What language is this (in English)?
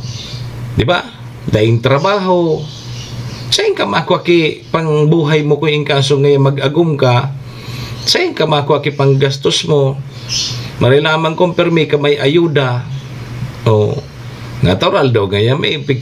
Bikol